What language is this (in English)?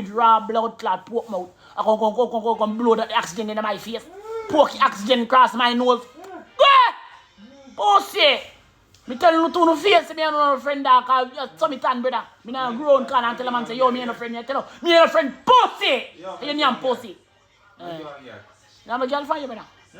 Jamaican Creole English